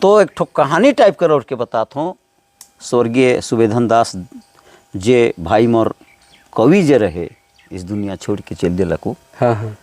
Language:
Sadri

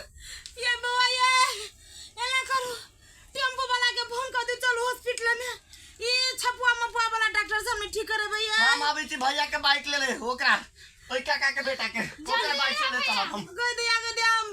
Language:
Maithili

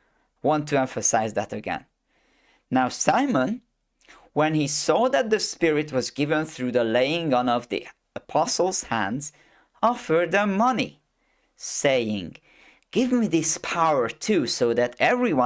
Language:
English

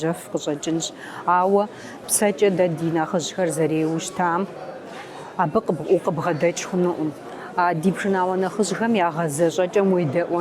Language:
Kabardian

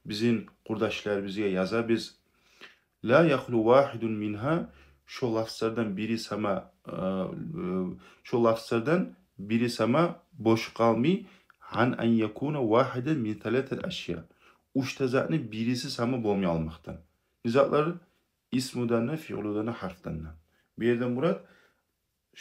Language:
Kumyk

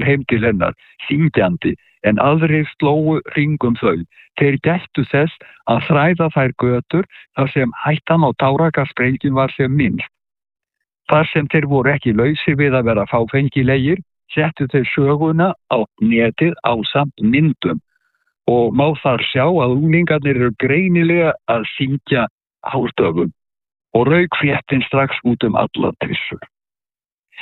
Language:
Icelandic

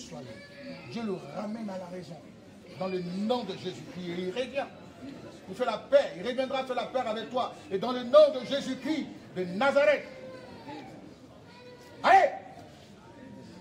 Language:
French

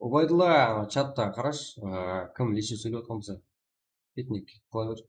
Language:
Kara-Kalpak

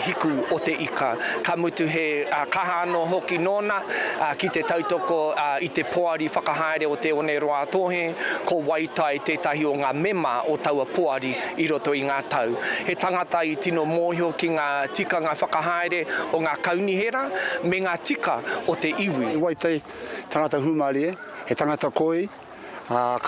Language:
Māori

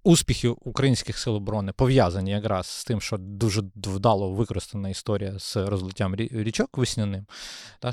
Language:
Ukrainian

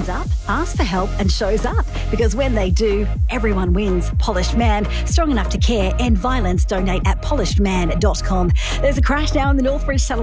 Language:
English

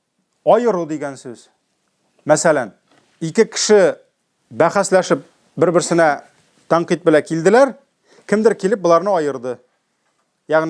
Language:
Tatar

